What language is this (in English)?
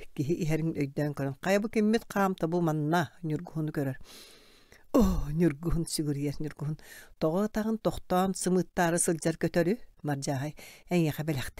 Yakut